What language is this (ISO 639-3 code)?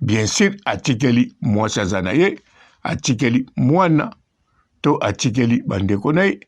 lin